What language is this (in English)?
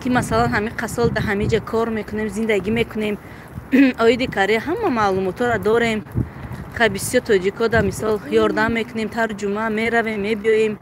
Tajik